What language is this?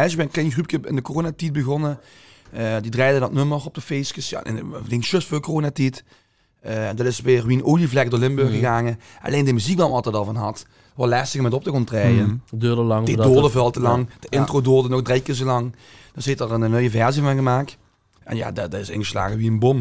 Limburgish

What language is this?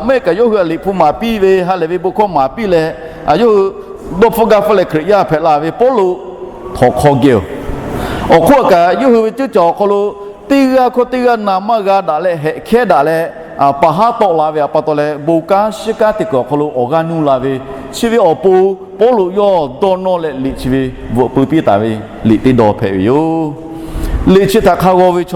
Lahu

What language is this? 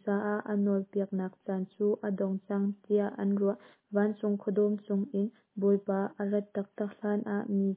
Hakha Chin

